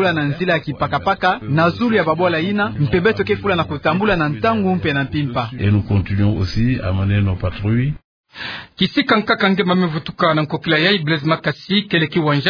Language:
Kituba (Democratic Republic of Congo)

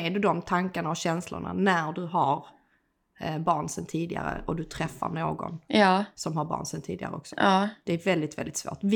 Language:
Swedish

